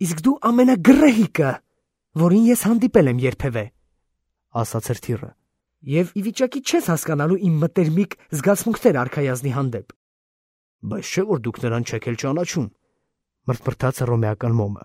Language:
Armenian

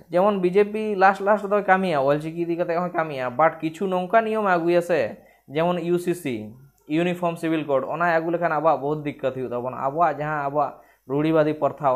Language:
Santali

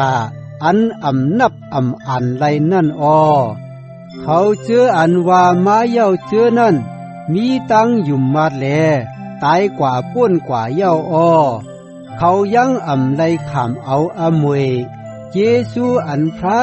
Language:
Shan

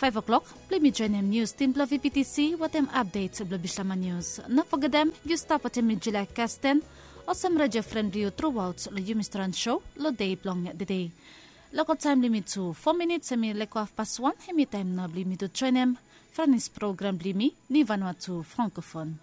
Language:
Bislama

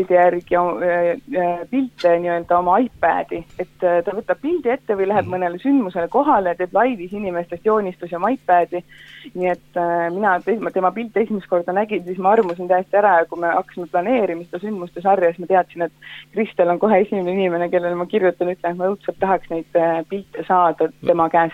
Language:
Estonian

